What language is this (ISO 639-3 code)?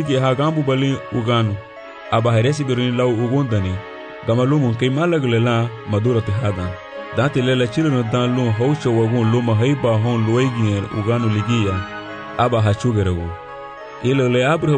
cab